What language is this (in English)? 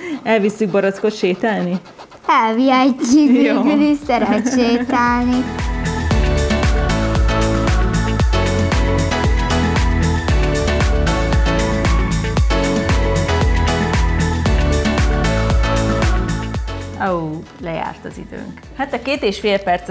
Hungarian